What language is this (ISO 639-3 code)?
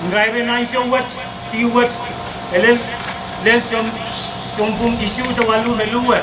pon